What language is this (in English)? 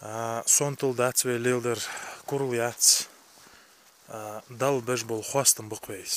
Ingush